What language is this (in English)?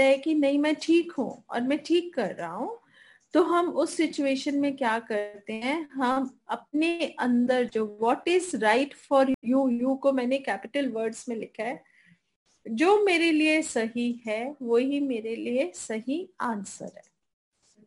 Hindi